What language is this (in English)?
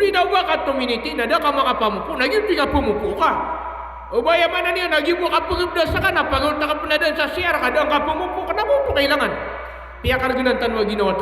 Maranao